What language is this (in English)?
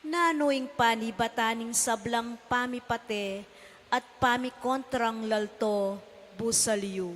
Pampanga